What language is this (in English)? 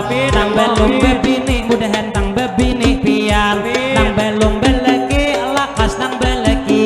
Banjar